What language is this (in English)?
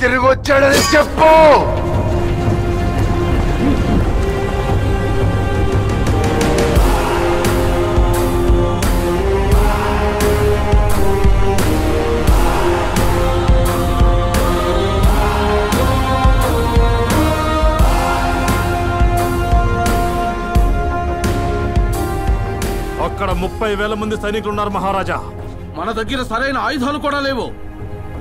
Telugu